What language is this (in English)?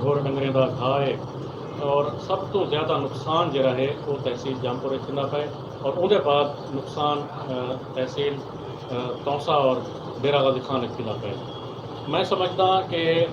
Saraiki